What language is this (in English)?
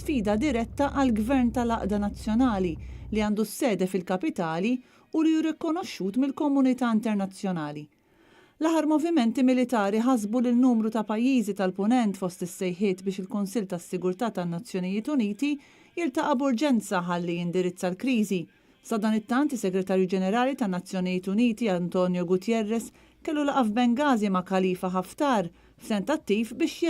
Maltese